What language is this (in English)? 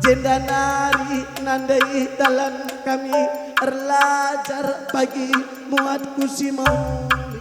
Batak Karo